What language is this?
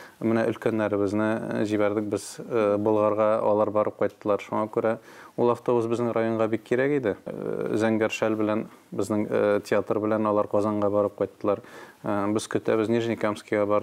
Tatar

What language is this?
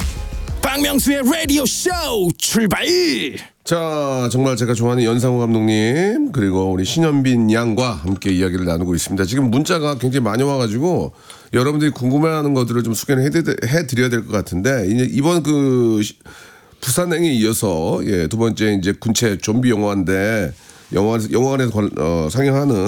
Korean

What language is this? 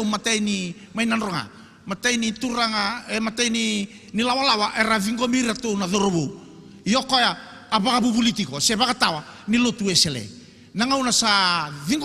Fijian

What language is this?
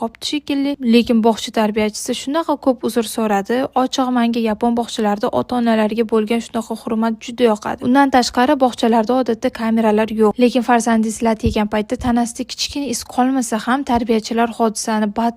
Uzbek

